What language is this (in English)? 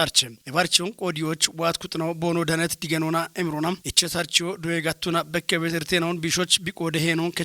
Kafa